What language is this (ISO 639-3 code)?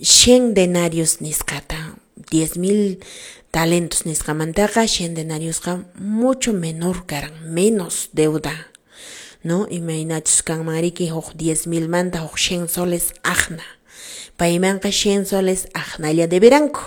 que